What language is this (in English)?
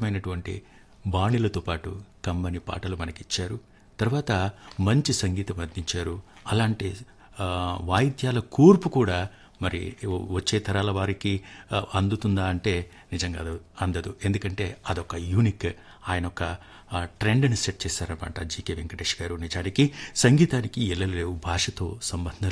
Telugu